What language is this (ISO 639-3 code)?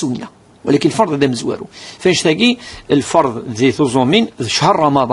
kab